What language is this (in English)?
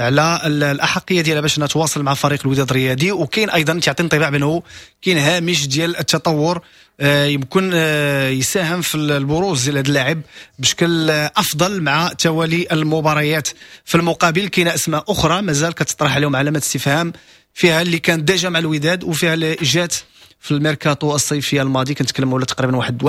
Moroccan Arabic